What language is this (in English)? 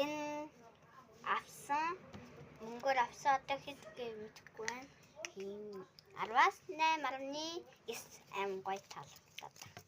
Mongolian